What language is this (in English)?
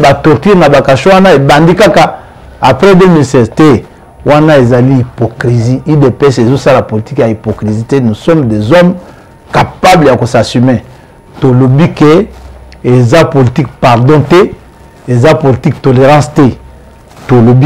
Lingala